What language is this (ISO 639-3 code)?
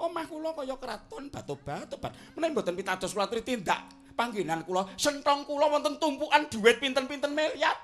jav